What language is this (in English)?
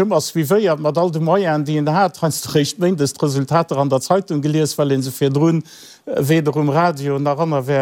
Luxembourgish